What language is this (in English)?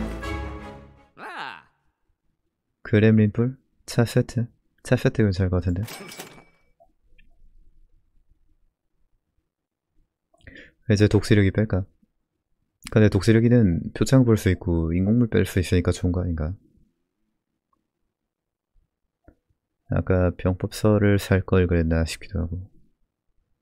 Korean